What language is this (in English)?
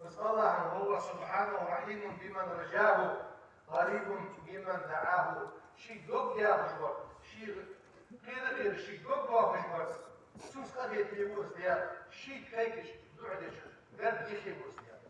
Ingush